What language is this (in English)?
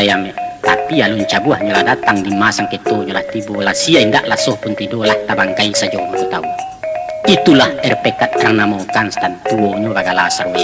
Minangkabau